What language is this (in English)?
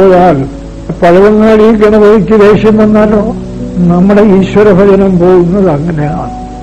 Malayalam